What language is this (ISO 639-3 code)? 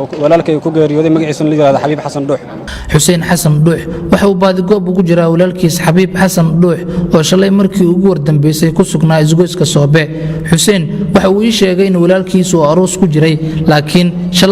som